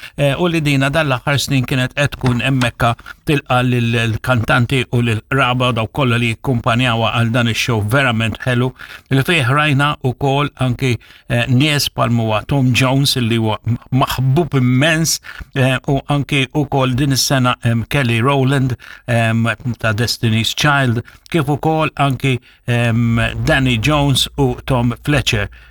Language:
Maltese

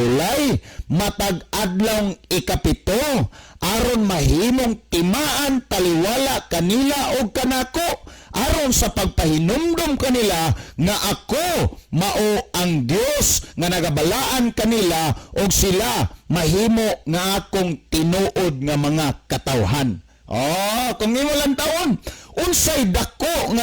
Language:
Cebuano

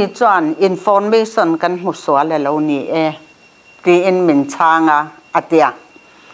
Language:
Mizo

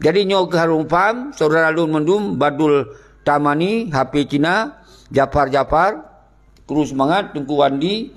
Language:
Achinese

